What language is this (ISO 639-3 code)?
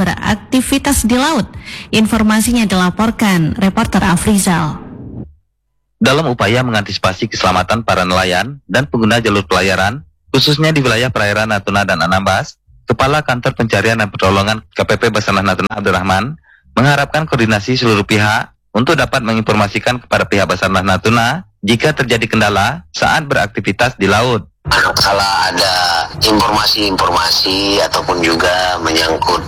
ind